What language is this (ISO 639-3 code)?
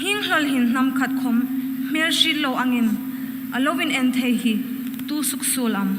hmr